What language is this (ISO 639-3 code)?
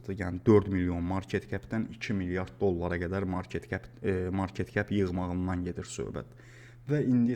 aze